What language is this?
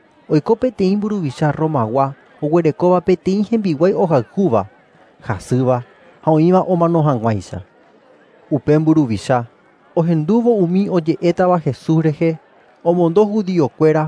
Guarani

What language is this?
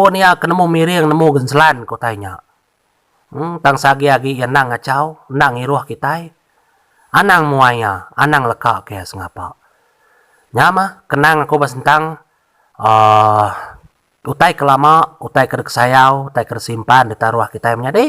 Iban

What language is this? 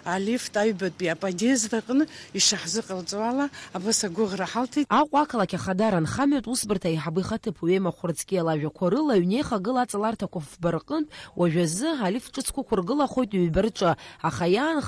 Abkhazian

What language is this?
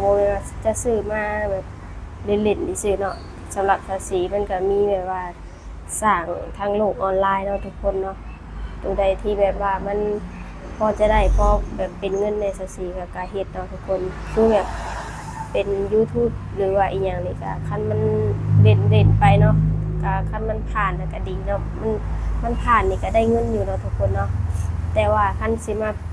Lao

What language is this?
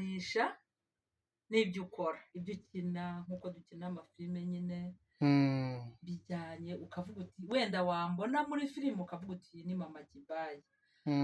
Kinyarwanda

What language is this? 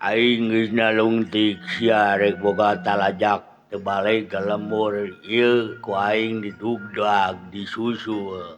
Sundanese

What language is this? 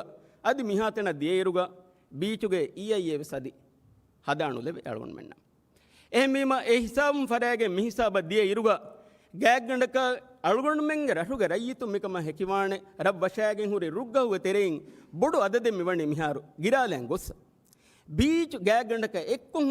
Divehi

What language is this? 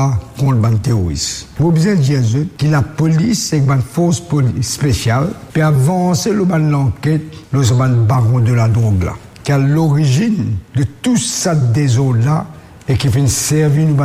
Morisyen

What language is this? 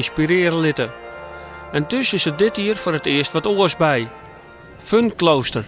Western Frisian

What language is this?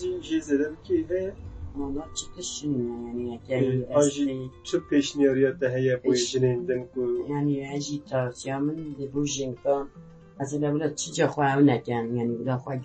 Kurdish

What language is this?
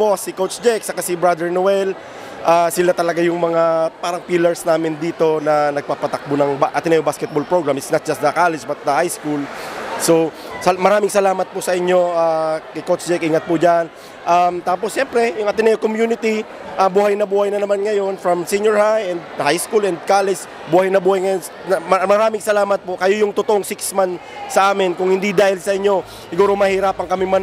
Bikol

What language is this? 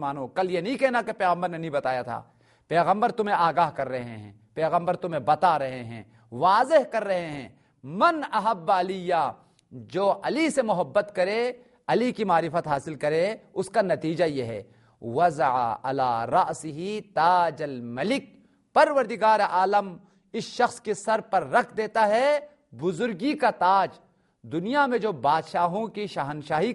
Urdu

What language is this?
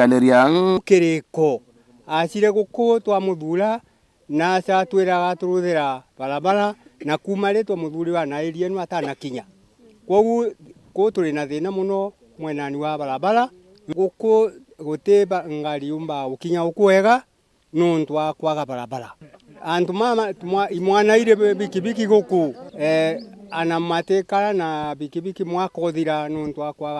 Meru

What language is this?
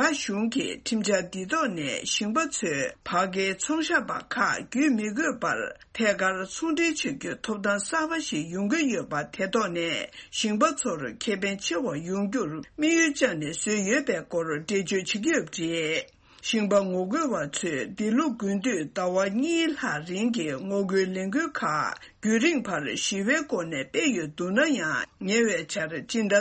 Tibetan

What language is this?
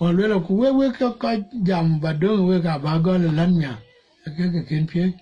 Dinka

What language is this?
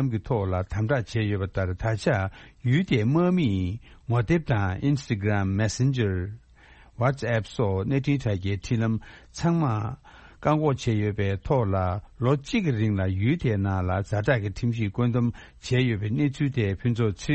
Tibetan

